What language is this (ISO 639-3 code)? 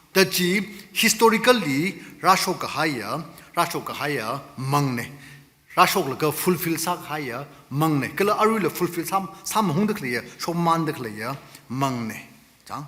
nmf